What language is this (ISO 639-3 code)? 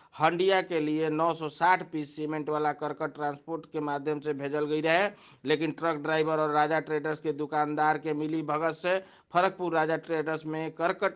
bho